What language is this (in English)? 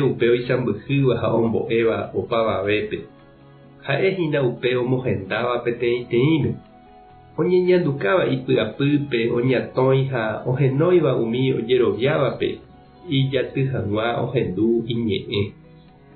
Guarani